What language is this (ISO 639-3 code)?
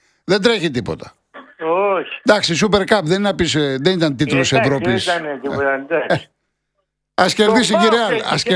ell